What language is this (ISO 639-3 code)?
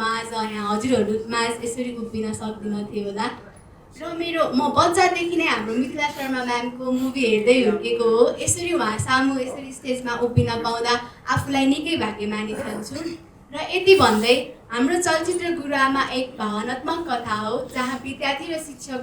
nep